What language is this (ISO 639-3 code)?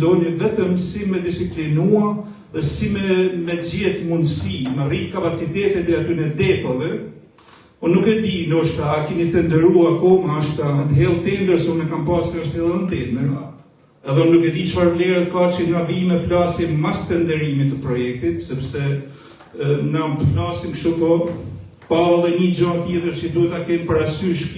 sqi